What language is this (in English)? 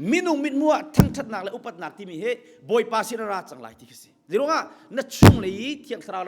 Hakha Chin